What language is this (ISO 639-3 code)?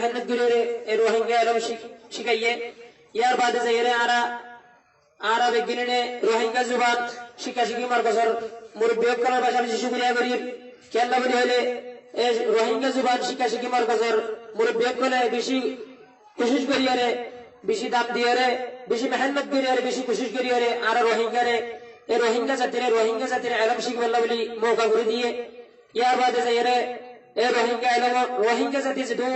rhg